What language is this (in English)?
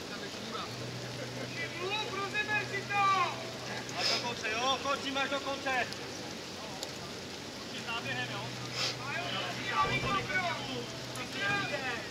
Czech